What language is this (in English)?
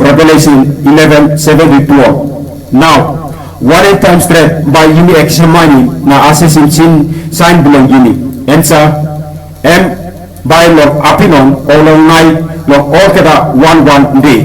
Tok Pisin